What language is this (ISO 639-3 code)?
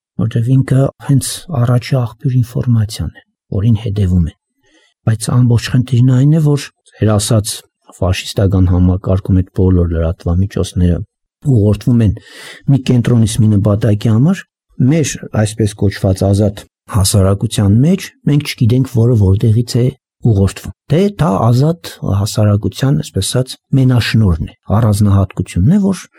hye